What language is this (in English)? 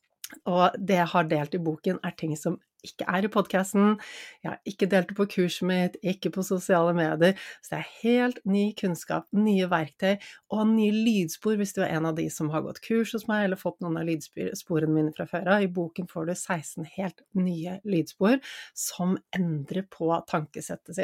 Norwegian